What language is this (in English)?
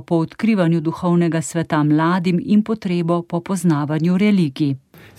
Slovenian